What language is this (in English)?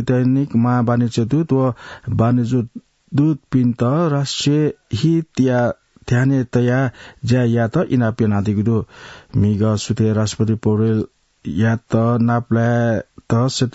Newari